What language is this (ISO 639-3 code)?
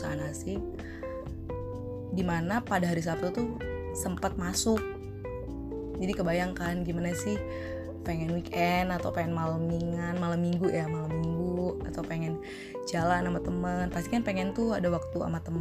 ind